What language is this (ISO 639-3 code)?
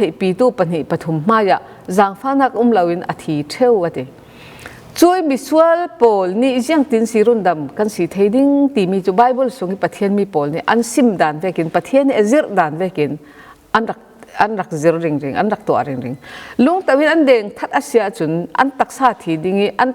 cfm